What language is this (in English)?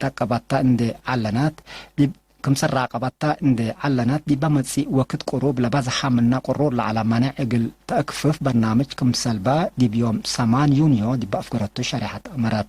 Tigre